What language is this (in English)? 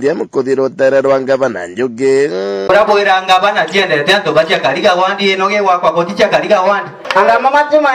Meru